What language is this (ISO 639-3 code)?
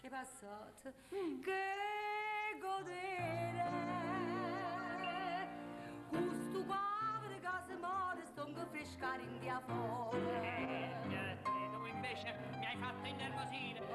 nap